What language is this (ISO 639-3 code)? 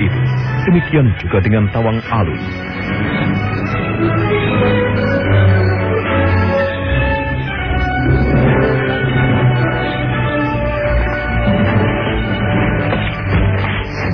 ind